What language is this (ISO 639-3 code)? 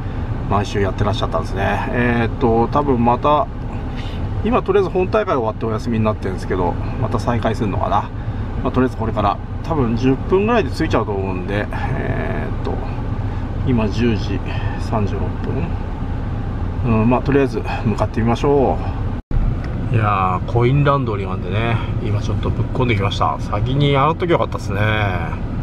jpn